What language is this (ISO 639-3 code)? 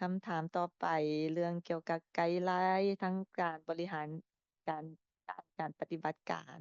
lao